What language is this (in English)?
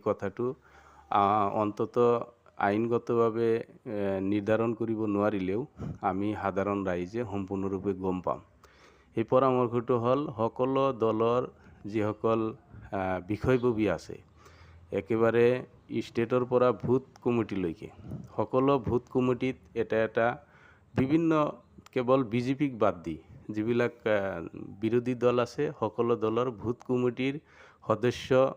Assamese